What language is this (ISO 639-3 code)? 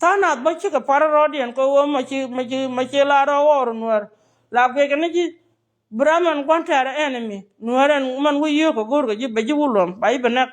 nus